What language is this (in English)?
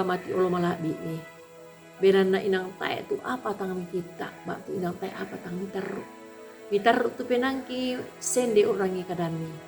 Toraja-Sa'dan